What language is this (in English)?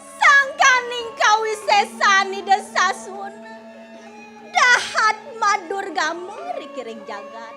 Balinese